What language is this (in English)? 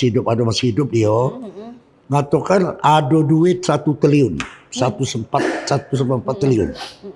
Musi